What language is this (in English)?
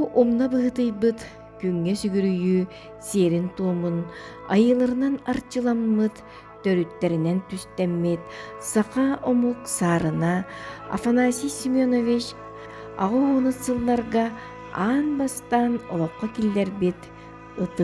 Yakut